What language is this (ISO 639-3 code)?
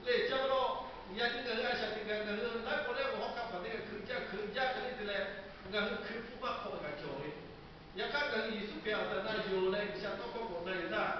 lhu